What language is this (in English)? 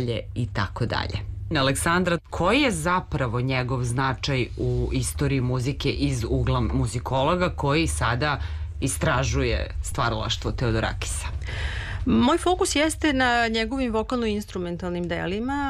Serbian